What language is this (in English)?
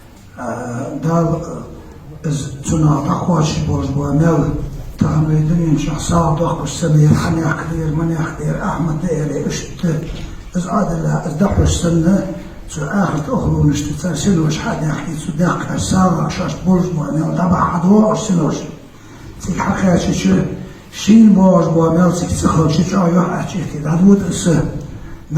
Ingush